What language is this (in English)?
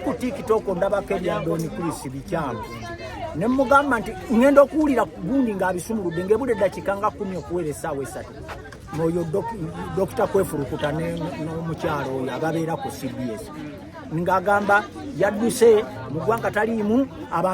Ganda